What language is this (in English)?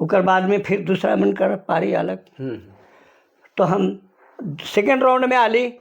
Sadri